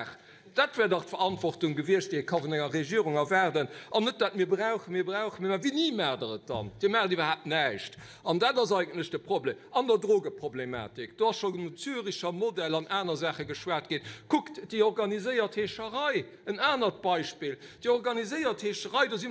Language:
Luxembourgish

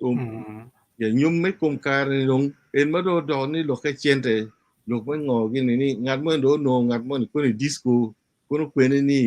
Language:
Acoli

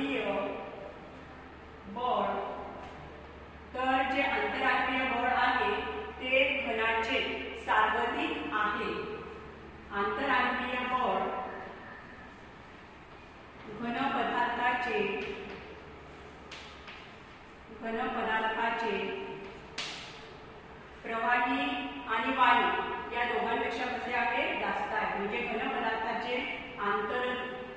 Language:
Marathi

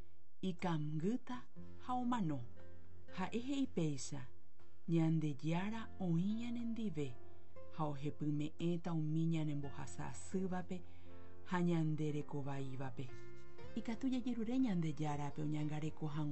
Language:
Guarani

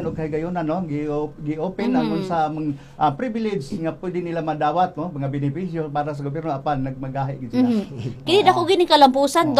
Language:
Cebuano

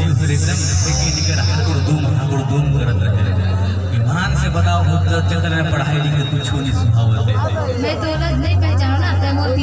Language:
Chhattisgarhi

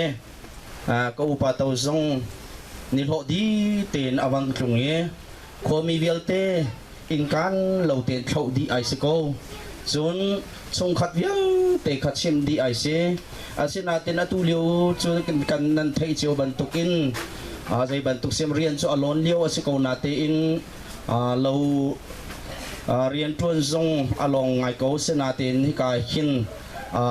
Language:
Hakha Chin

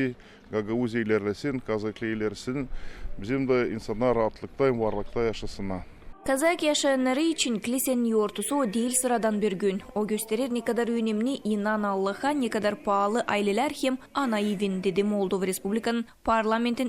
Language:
Gagauz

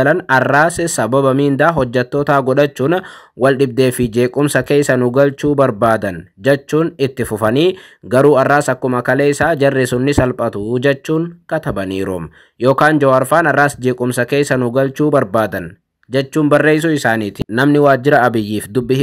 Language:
Oromo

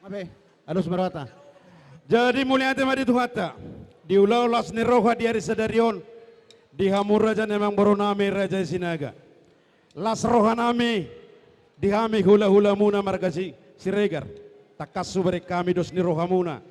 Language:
Batak Toba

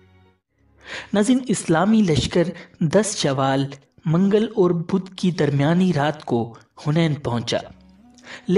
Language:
Urdu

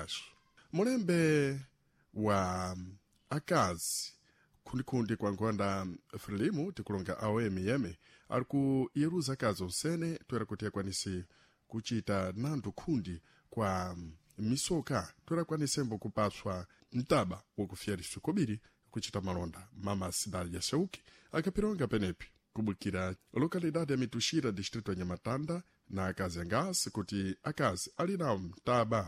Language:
Sena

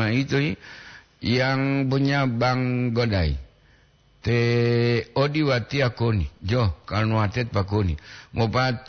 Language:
Gorontalo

